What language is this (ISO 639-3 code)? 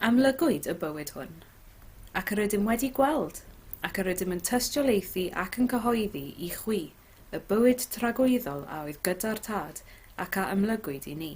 cym